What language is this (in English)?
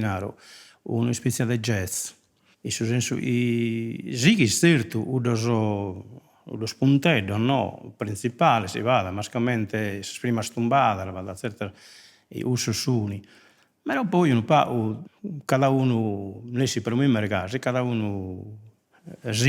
Sardinian